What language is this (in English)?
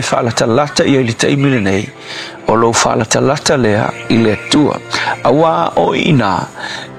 Samoan